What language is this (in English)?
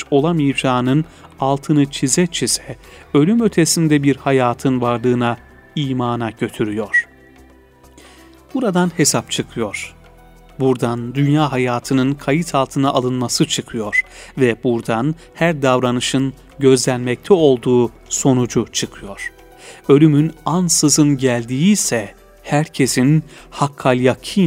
Turkish